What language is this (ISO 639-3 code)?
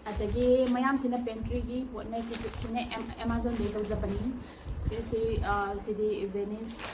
mni